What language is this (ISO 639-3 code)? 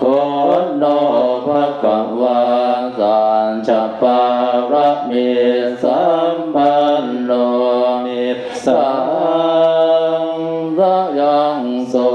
pli